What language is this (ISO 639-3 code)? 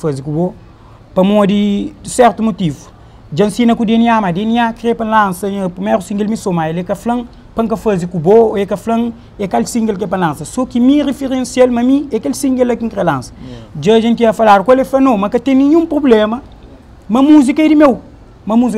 kea